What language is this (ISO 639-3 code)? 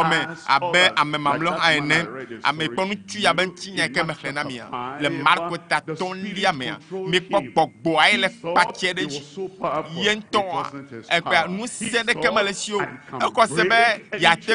ewe